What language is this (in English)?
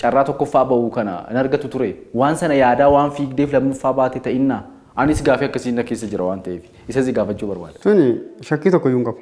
Oromo